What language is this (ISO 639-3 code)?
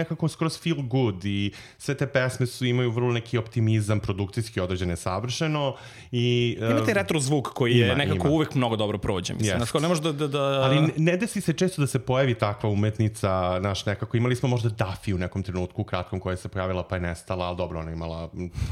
srp